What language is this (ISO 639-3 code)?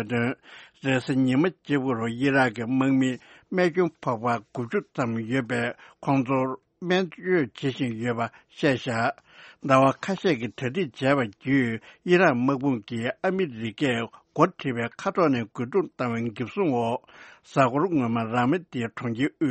bod